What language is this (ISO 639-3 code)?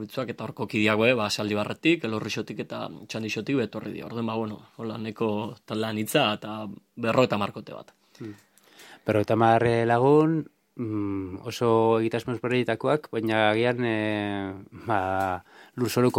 eus